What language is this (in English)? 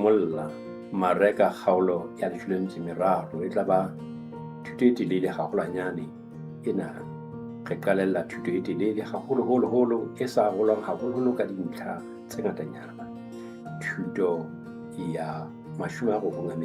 Southern Sotho